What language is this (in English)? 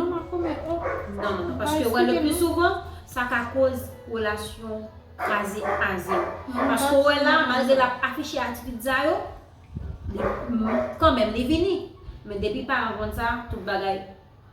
Haitian Creole